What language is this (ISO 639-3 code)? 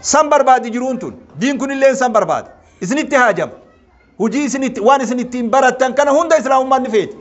orm